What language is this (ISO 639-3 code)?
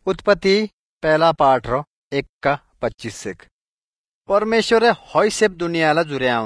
ori